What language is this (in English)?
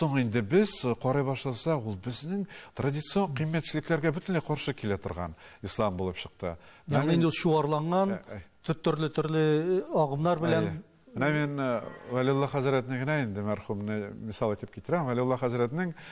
Tatar